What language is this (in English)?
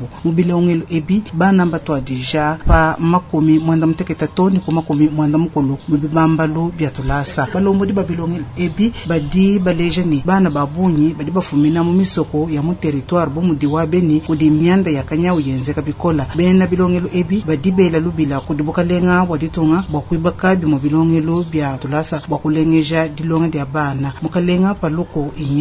Luba-Lulua